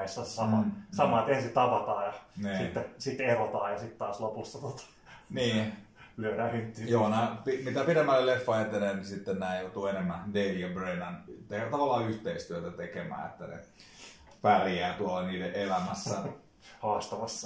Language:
Finnish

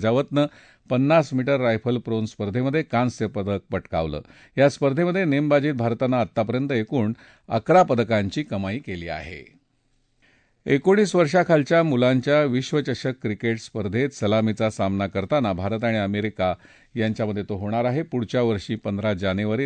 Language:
Marathi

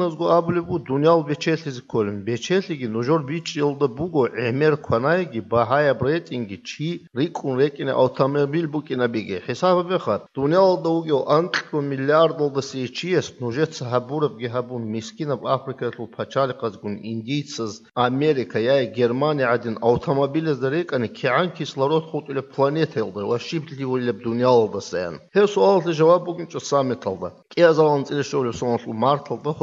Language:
Avaric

